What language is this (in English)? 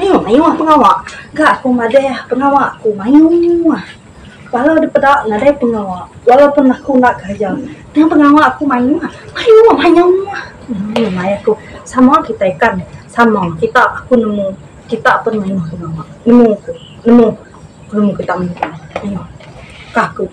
Iban